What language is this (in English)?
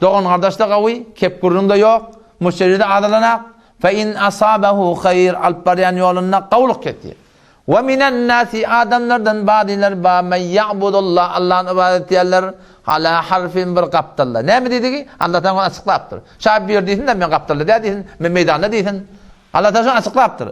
Turkmen